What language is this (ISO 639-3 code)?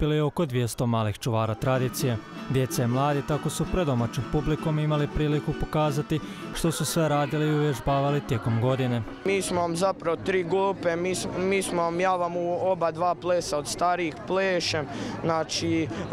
hrv